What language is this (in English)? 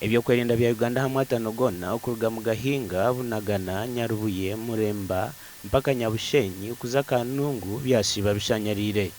Nyankole